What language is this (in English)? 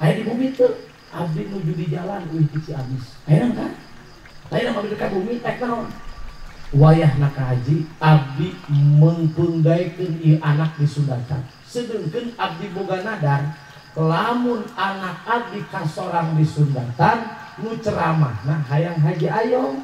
Sundanese